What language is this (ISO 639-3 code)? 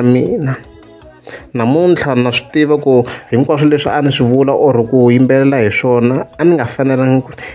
tso